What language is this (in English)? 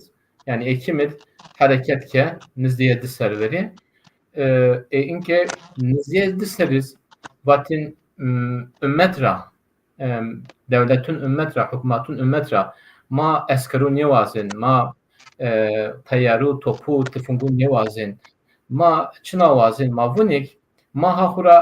Zaza